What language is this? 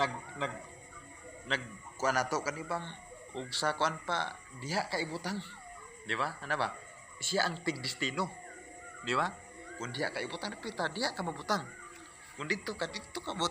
Cebuano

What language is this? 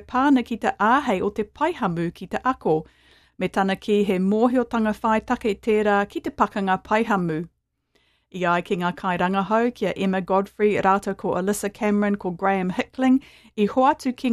Māori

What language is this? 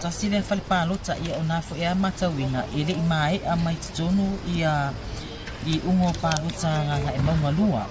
Samoan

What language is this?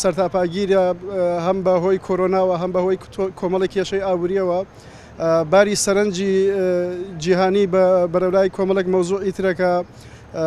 Central Kurdish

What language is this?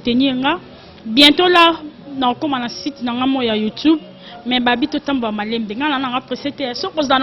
Lingala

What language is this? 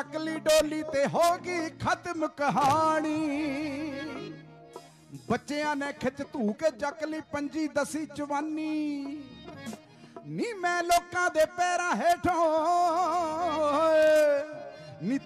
Punjabi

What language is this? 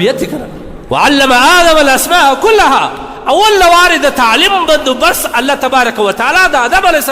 Pashto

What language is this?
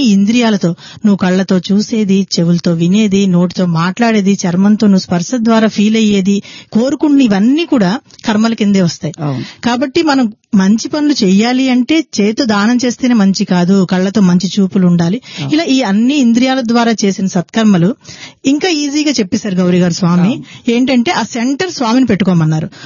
Telugu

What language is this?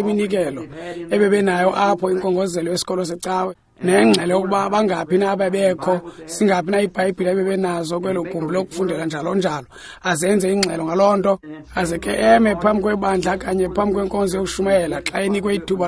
Xhosa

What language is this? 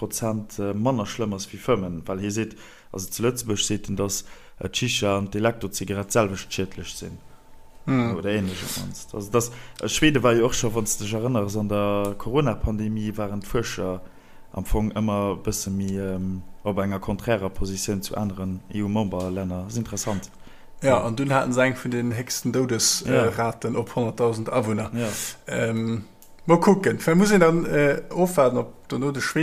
Luxembourgish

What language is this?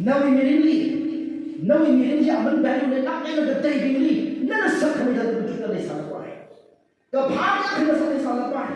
Tangkhul Naga (India)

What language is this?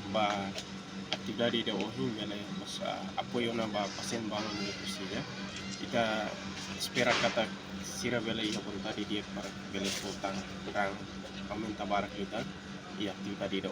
Tetum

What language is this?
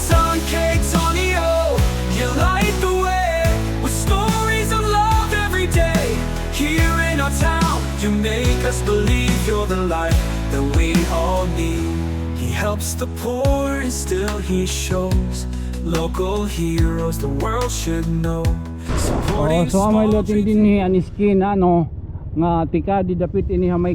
Waray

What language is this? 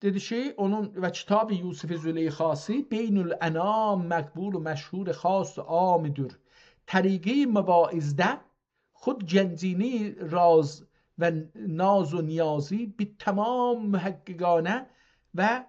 South Azerbaijani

